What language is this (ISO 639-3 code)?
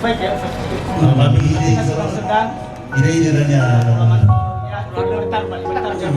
nia